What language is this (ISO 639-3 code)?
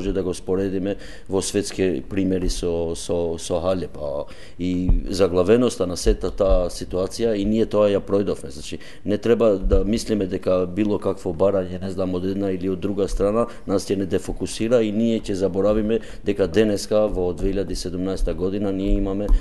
mkd